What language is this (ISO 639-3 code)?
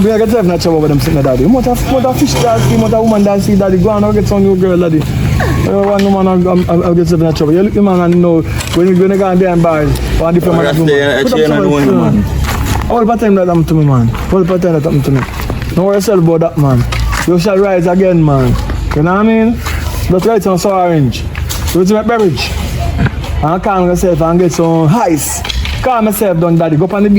jam